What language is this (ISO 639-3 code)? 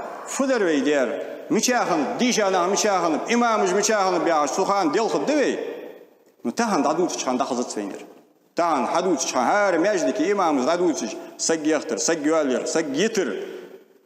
inh